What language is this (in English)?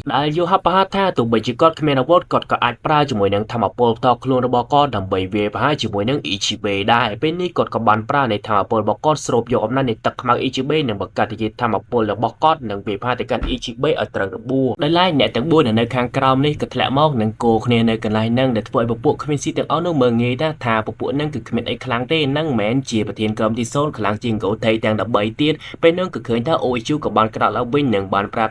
Khmer